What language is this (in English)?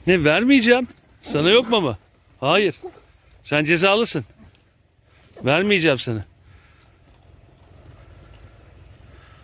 Turkish